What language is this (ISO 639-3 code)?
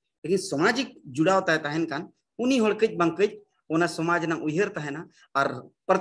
sat